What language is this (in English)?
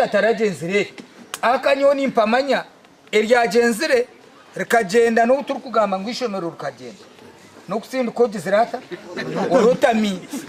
Nyankole